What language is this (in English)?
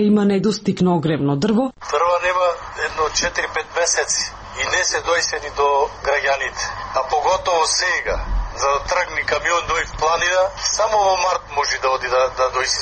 Macedonian